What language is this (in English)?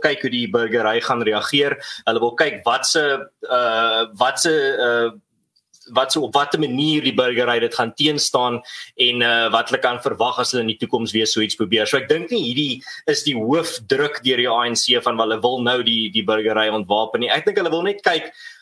Afrikaans